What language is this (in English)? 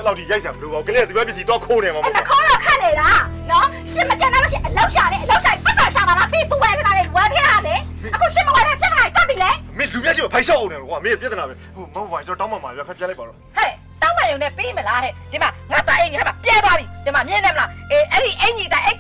Burmese